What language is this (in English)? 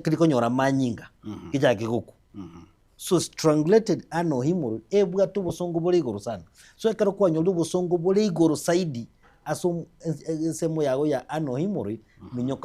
Gusii